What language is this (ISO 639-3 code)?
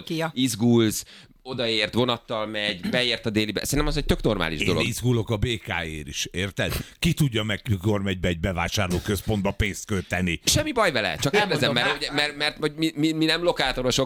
hun